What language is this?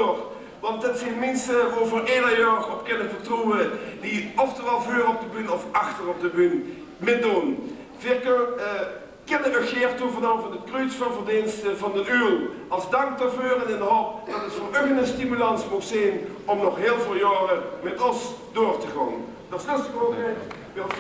Limburgish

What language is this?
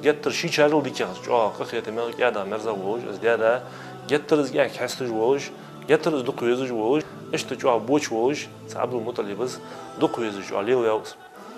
Ingush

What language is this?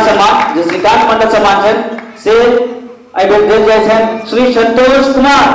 Maithili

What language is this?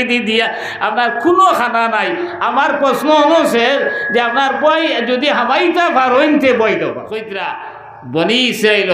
Sylheti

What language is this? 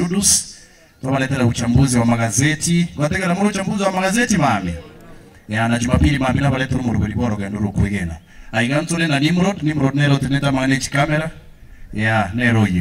Gusii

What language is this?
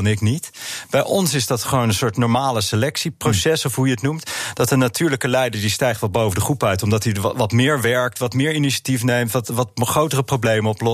Dutch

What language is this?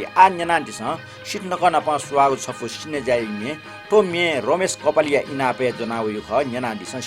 Newari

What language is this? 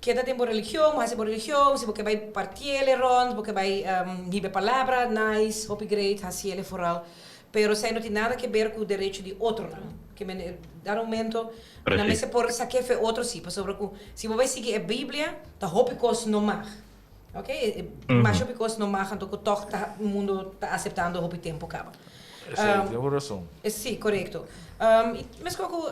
Papiamento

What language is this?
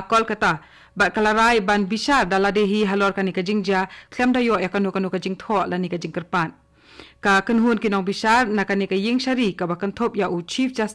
Khasi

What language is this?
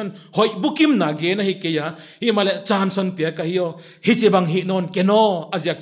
Paite Chin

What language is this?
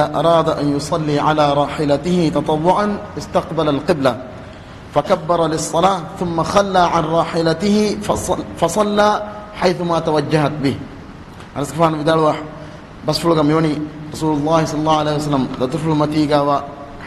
Divehi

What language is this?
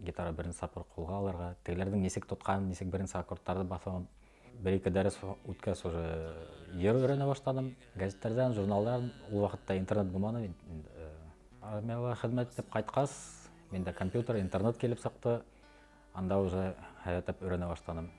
Bashkir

